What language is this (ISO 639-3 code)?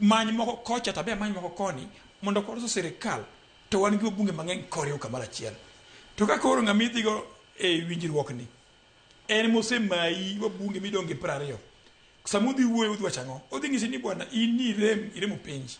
luo